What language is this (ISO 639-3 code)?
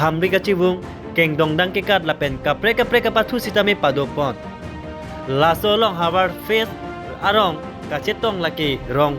mjw